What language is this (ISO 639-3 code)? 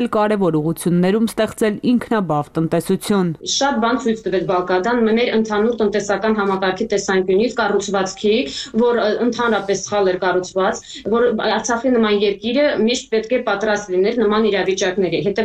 hye